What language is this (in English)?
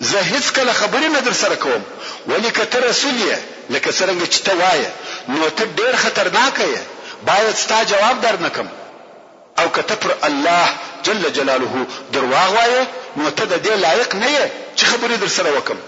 Pashto